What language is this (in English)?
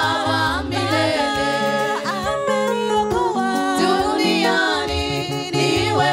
Swahili